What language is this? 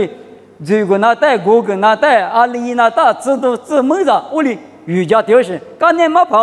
Lisu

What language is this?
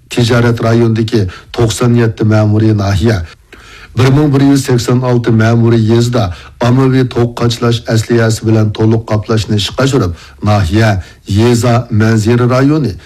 Uyghur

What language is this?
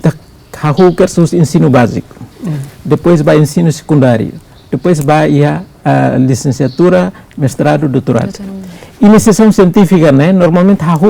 Tetum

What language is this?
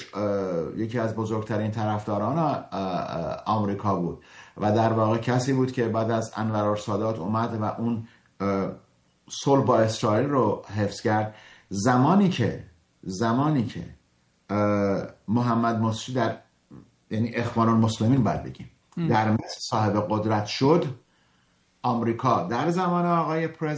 Persian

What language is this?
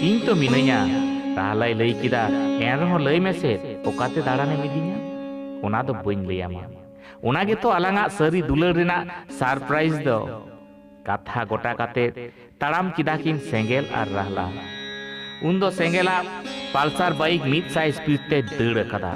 Santali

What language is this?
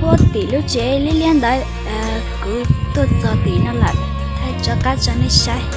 Hmong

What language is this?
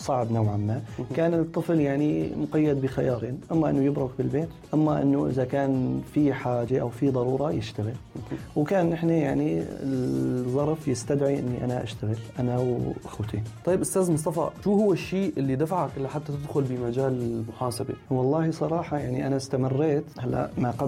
North Levantine Arabic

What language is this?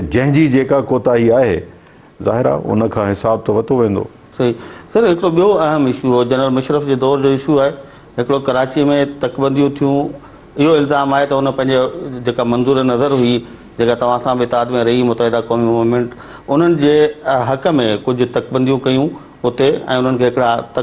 Sindhi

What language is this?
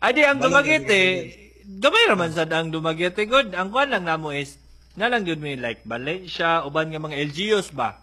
Cebuano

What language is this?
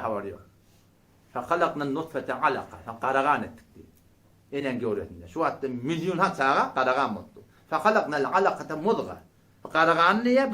Turkmen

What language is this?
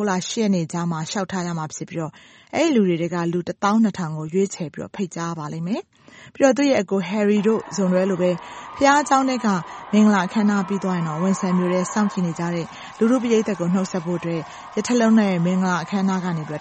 Burmese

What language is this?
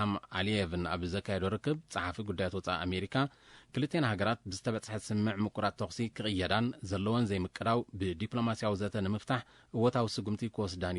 Tigrinya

